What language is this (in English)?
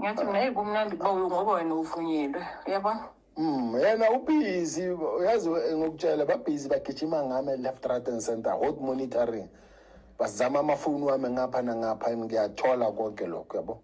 Zulu